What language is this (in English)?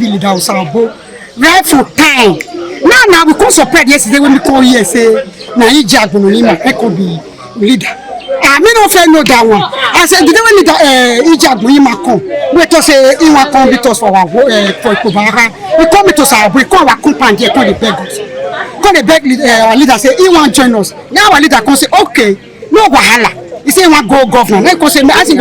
Nigerian Pidgin